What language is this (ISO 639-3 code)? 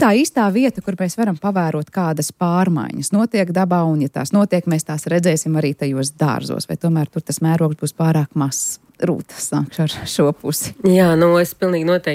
lav